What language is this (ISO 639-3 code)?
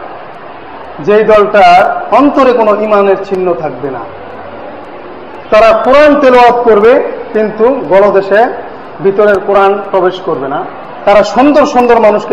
ben